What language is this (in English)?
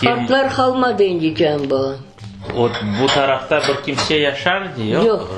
Crimean Tatar